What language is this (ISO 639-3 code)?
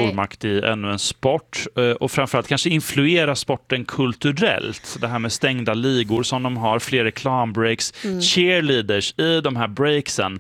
swe